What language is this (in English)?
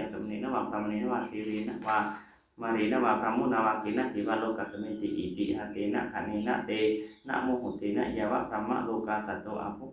Pali